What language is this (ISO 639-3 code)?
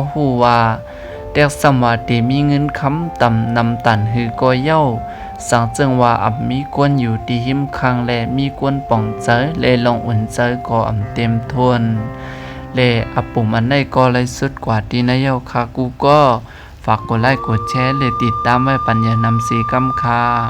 shn